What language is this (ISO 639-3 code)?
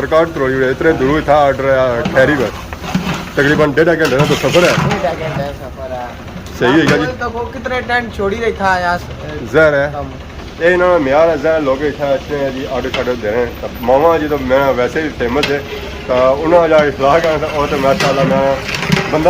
phr